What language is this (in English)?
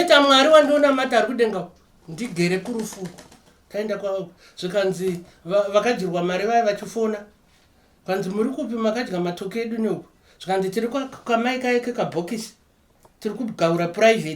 Shona